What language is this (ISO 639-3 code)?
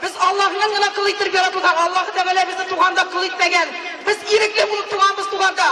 tat